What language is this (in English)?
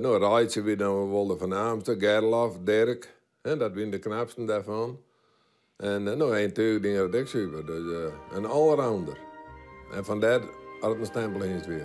Western Frisian